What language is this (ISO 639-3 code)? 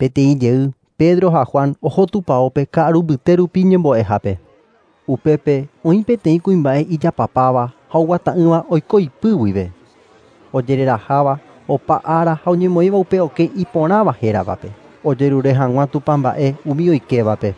grn